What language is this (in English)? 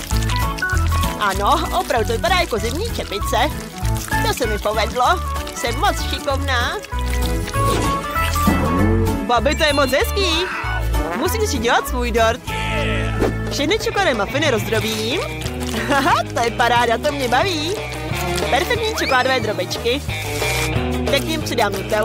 Czech